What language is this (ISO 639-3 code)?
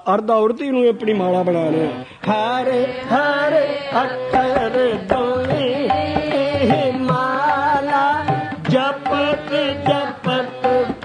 pan